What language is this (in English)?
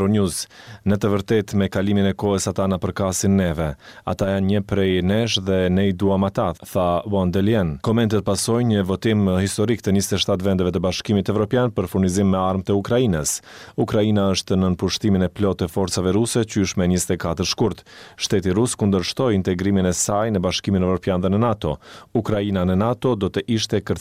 Albanian